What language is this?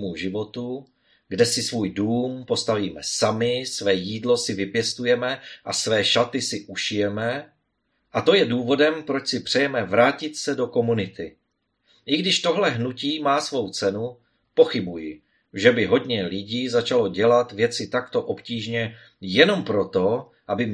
Czech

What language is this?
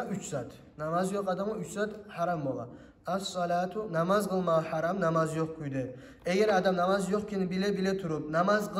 Kumyk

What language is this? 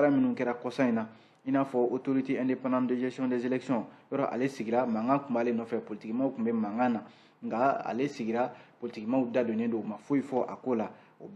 Bambara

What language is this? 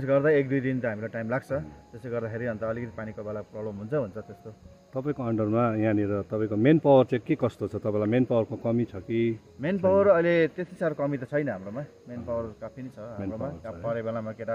Nepali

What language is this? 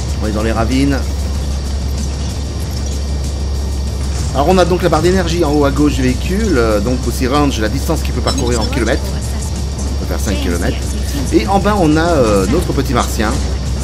French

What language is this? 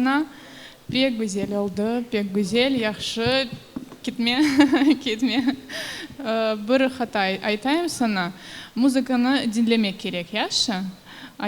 Crimean Tatar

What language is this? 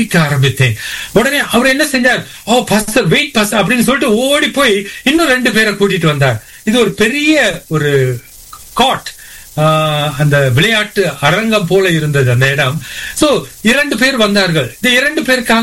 Tamil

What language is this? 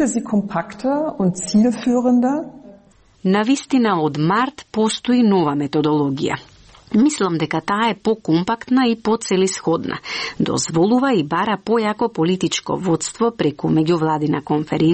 Macedonian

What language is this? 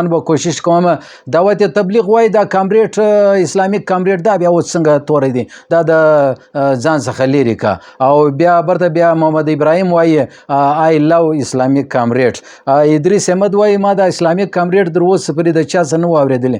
Pashto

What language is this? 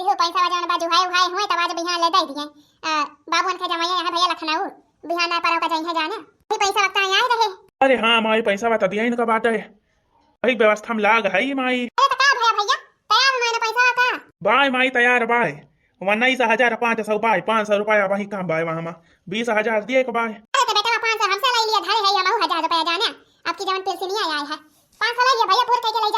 Awadhi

